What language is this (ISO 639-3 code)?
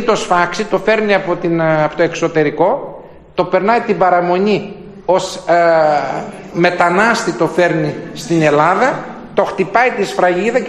ell